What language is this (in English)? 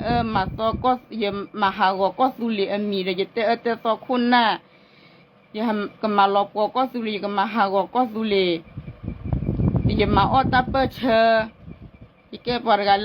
S'gaw Karen